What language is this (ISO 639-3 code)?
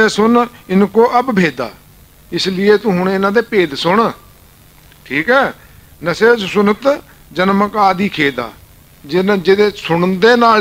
pan